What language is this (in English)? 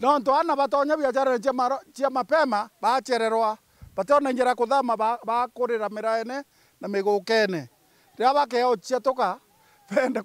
Meru